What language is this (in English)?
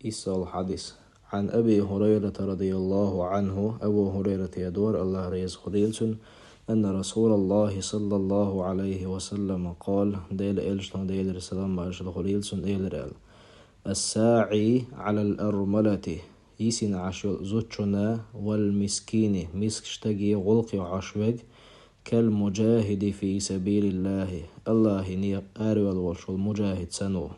Chechen